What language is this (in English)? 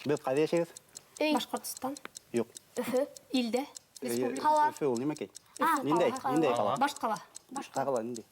Bashkir